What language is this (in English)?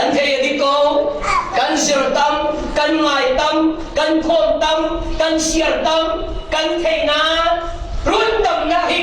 Falam Chin